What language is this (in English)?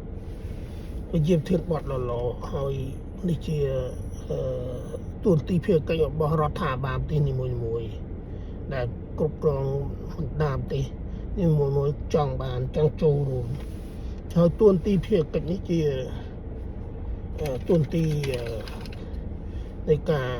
Khmer